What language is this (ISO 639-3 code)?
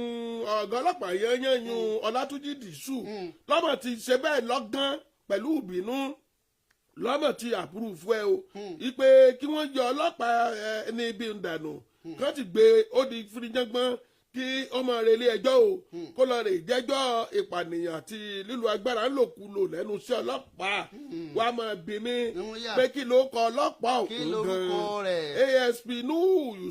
yor